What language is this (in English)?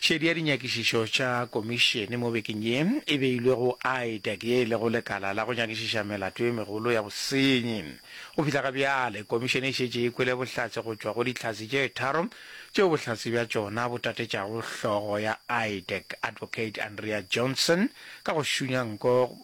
Northern Sotho